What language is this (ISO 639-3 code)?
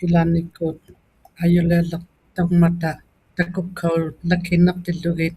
iku